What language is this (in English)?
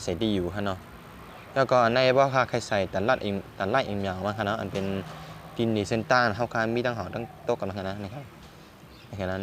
Shan